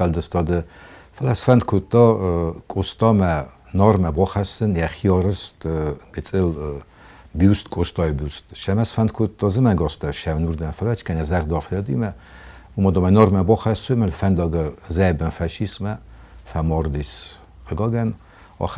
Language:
Ossetic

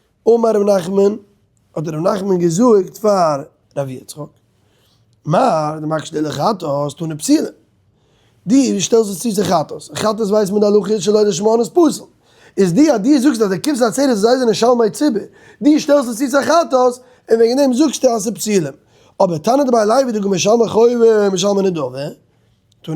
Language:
Yiddish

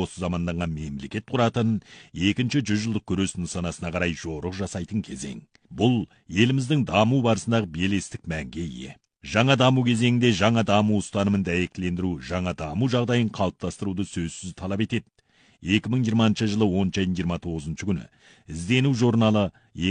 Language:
Kazakh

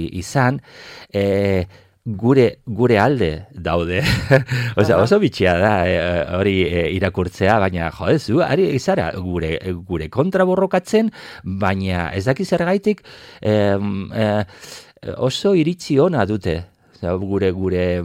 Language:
Basque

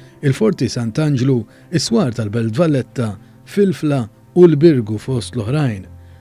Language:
Maltese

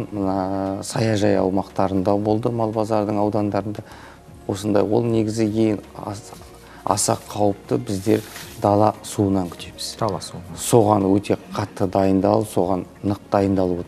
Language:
Kazakh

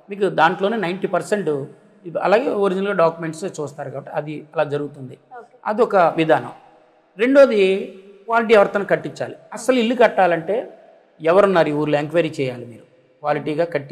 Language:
Telugu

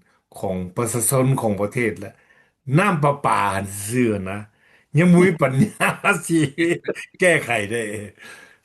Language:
Lao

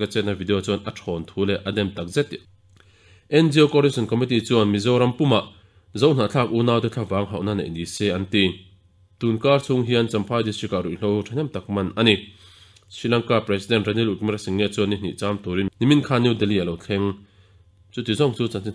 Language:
Mizo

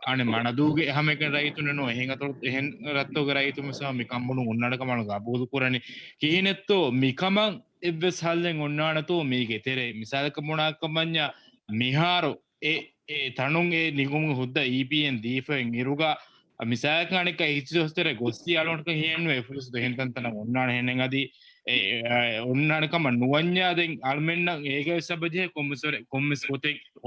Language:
Divehi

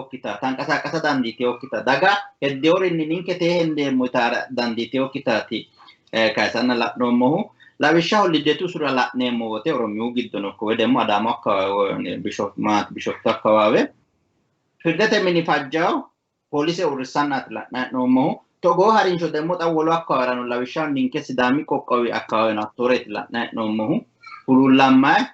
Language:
Sidamo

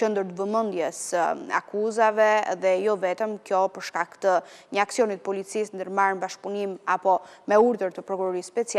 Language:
Albanian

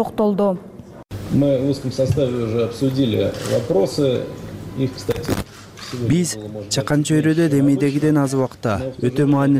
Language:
Kyrgyz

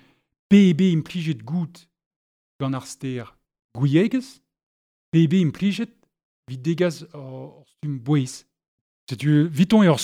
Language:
Breton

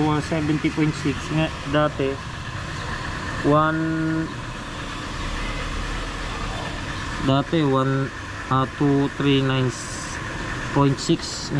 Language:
Filipino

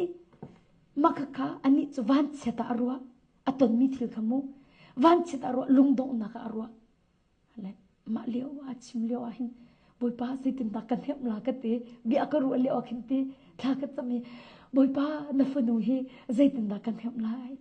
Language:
Hakha Chin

